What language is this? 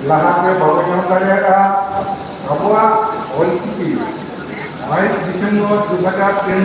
Santali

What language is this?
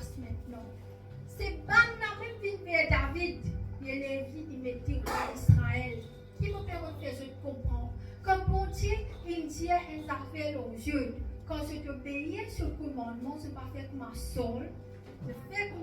Morisyen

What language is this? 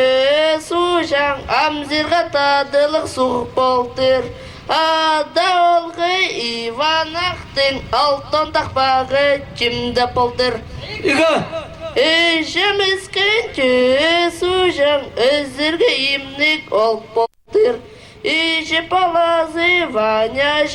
Khakas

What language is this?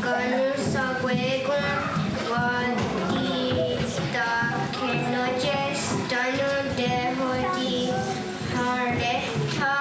Mohawk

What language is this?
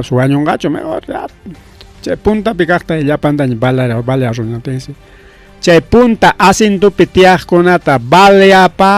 Ayacucho Quechua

